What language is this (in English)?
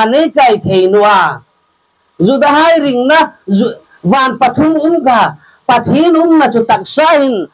Hmar